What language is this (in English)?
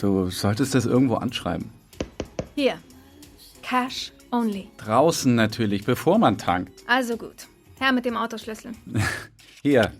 Swiss German